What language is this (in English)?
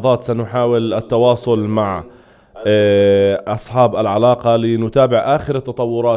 North Levantine Arabic